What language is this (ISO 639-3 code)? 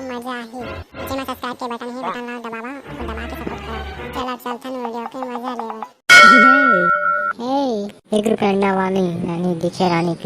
hne